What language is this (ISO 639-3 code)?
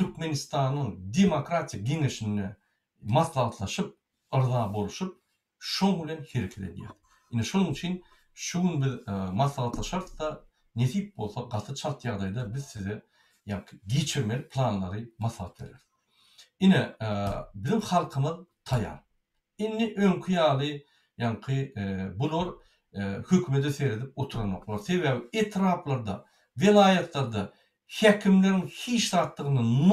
tuk